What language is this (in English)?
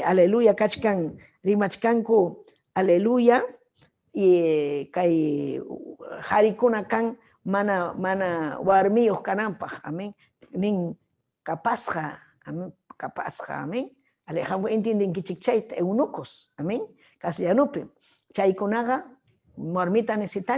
Ayacucho Quechua